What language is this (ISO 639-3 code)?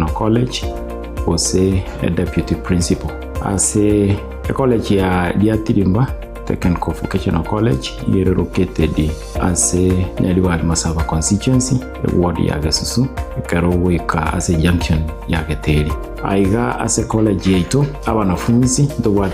guz